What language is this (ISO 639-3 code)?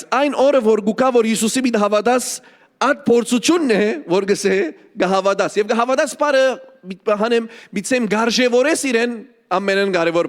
hyw